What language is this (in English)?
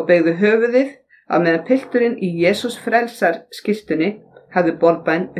Icelandic